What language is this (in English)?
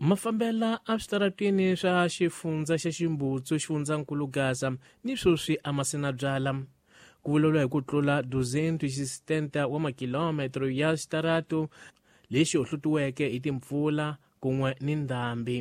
Tsonga